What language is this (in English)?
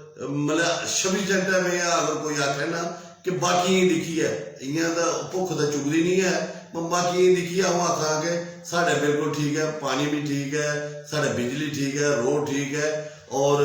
Dogri